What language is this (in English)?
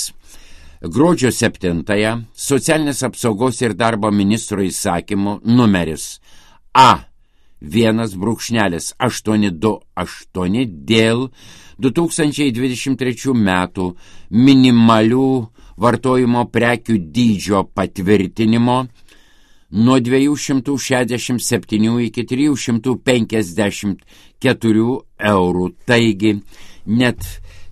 Lithuanian